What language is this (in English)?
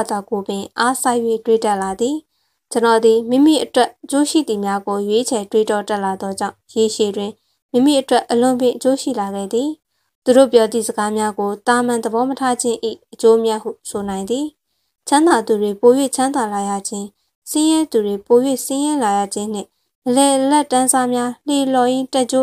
Burmese